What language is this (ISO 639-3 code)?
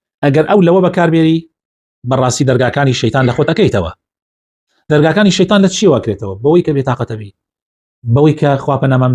ckb